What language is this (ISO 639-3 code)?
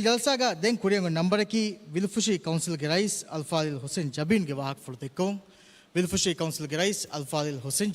div